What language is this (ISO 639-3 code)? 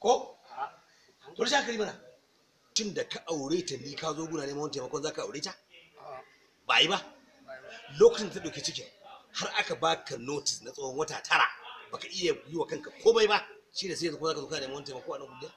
hau